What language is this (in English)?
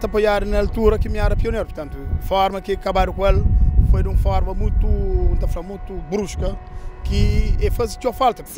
Kabuverdianu